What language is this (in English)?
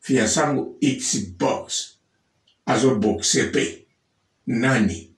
Lingala